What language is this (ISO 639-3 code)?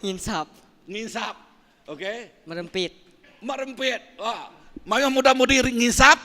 iba